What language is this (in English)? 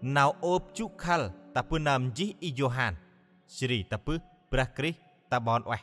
Central Mnong